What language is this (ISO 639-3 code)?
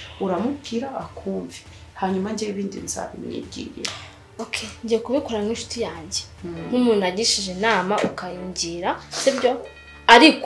kin